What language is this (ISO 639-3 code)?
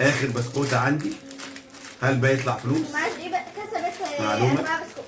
arz